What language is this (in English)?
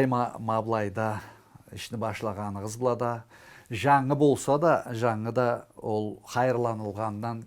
Karachay-Balkar